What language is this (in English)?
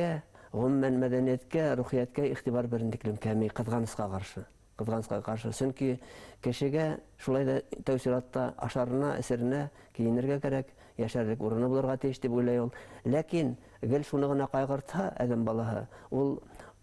Bashkir